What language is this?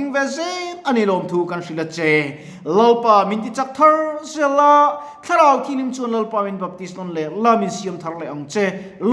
Mizo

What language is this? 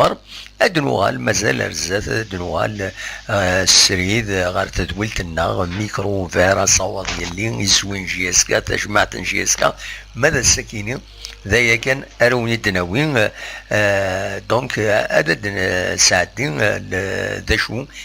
Kabyle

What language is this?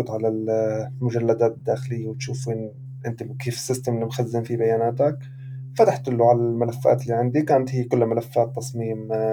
North Levantine Arabic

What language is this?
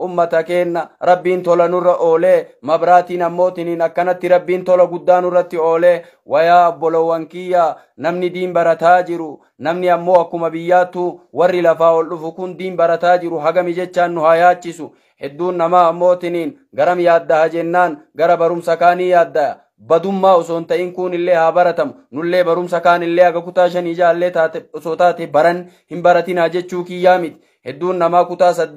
Oromo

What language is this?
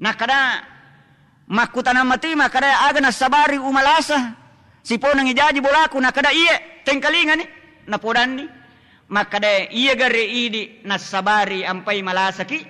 Buginese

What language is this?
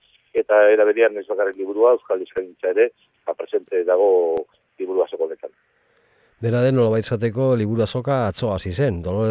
Basque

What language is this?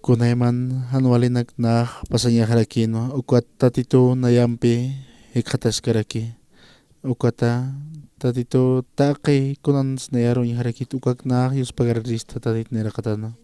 Aymara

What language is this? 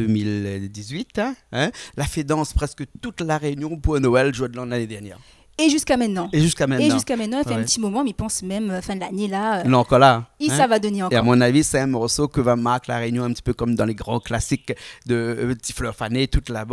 Réunion Creole French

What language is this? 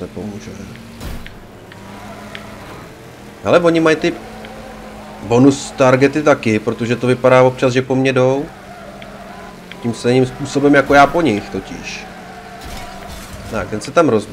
Czech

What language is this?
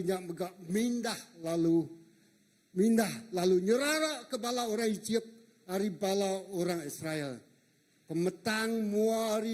Iban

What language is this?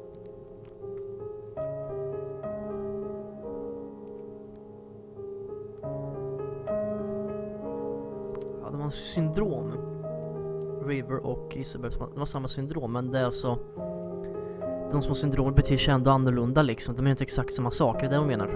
Swedish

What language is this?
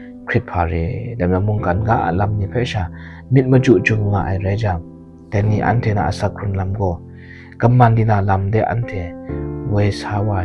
Kachin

